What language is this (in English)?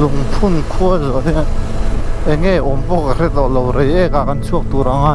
Mizo